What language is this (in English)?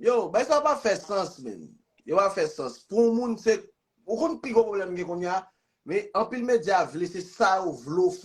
Haitian Creole